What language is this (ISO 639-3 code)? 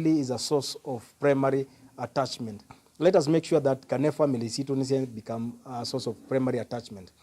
kam